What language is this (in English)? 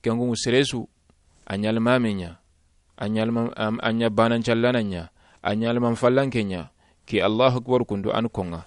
Soninke